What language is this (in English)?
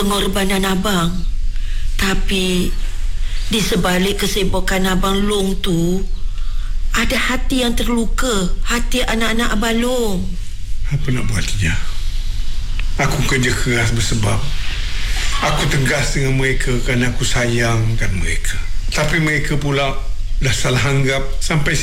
Malay